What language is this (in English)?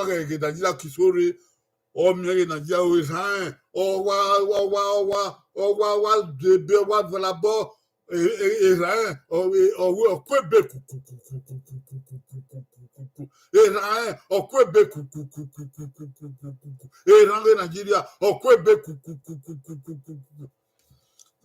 Bini